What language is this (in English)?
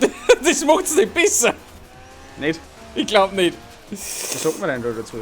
Bavarian